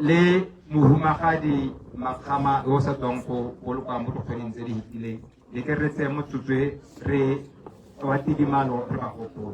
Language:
Tswana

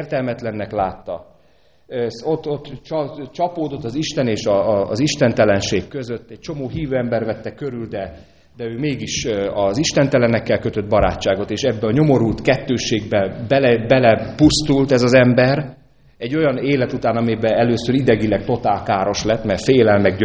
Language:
Hungarian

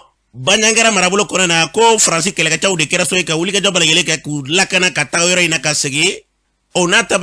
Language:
Bambara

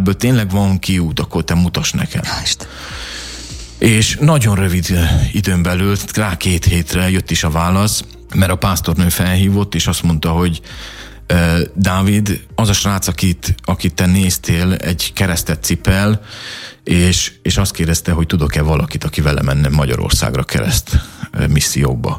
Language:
Hungarian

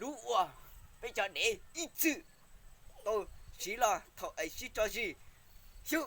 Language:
Hmong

